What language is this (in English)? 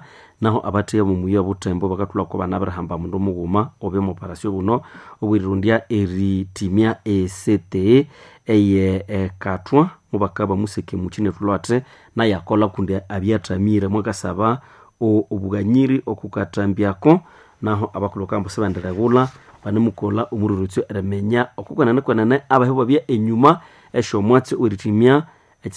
Nande